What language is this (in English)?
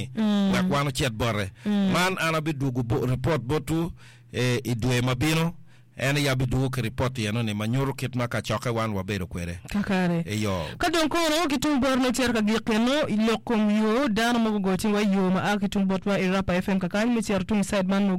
Acoli